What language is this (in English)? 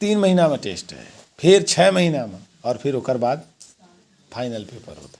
Chhattisgarhi